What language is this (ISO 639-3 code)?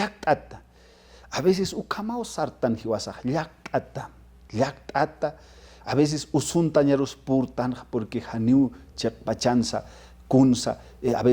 aym